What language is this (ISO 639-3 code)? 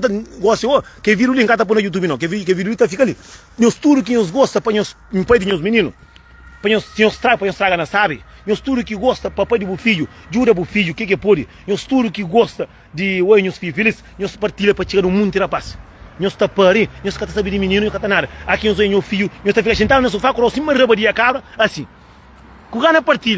kea